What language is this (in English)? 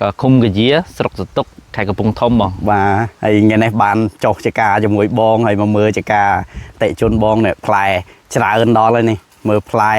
Khmer